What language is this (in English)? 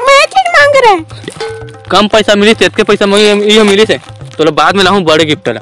Chhattisgarhi